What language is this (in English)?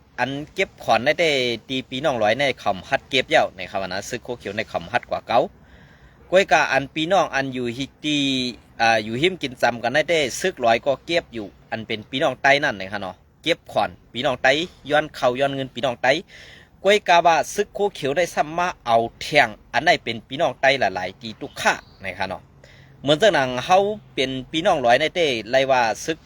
Shan